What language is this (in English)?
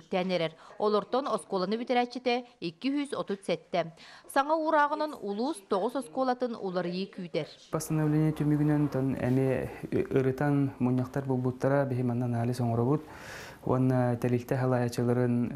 Yakut